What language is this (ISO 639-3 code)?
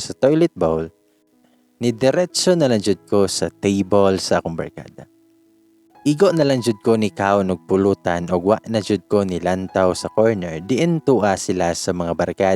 ceb